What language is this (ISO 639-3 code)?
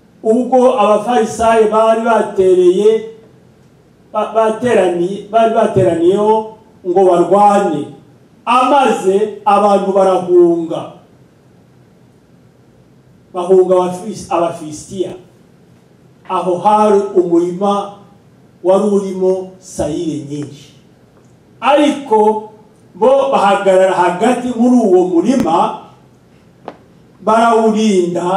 kin